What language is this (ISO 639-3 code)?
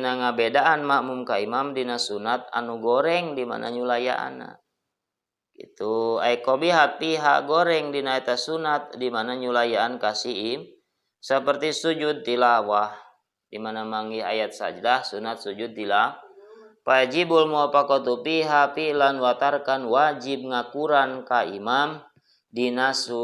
sun